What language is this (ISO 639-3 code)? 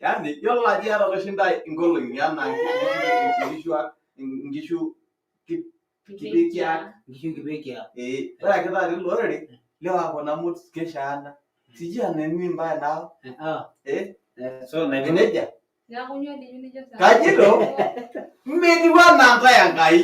mas